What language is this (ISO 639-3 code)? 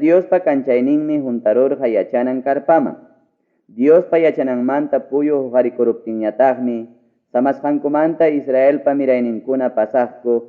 quy